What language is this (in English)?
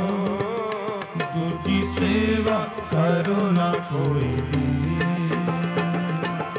Punjabi